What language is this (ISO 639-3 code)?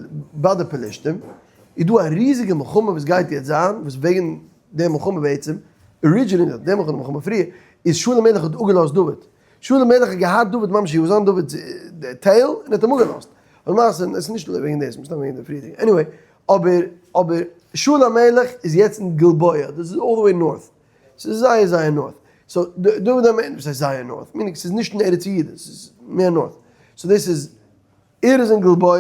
yid